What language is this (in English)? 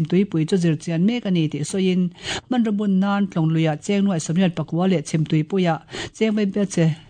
Mizo